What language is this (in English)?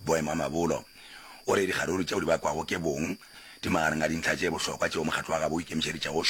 Northern Sotho